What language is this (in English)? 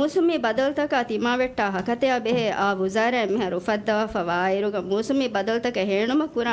Divehi